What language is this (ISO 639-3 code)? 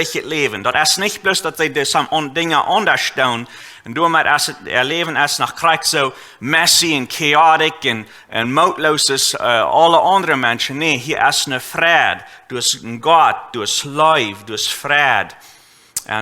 pdt